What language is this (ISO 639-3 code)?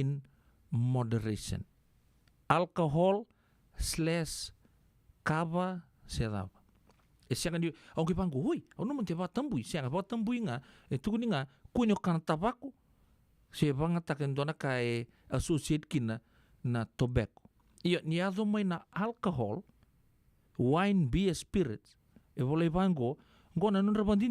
fij